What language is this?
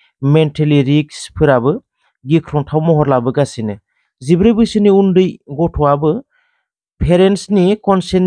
Bodo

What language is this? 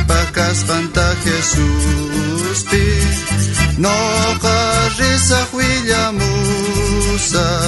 South Bolivian Quechua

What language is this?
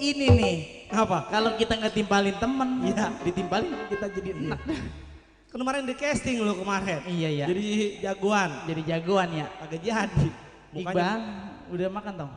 Betawi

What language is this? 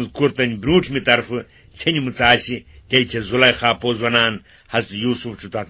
Kashmiri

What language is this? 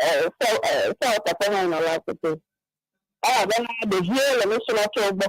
Ewe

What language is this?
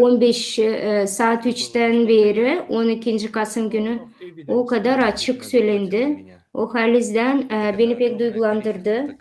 Gagauz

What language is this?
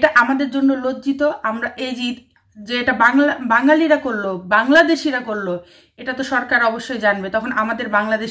Bangla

